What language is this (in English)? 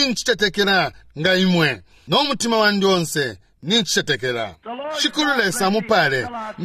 Bemba